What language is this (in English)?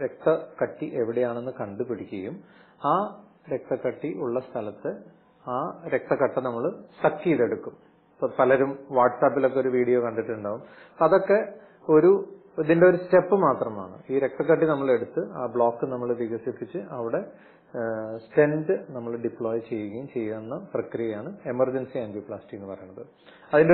Malayalam